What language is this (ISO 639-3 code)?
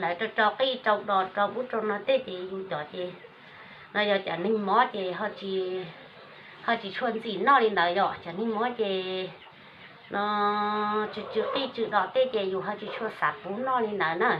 hmn